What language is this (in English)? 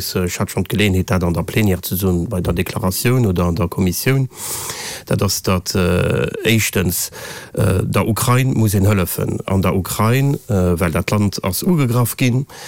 Luxembourgish